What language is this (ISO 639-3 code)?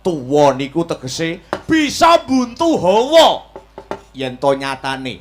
jav